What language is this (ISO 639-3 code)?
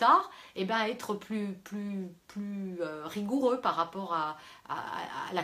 fra